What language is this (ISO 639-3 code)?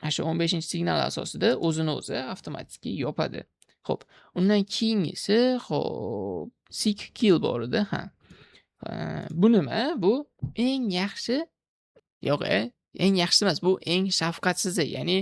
uzb